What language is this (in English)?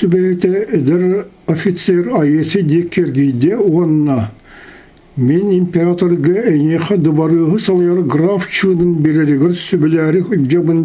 Yakut